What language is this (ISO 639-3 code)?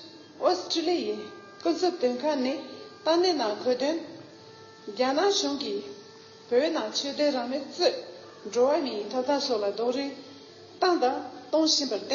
bod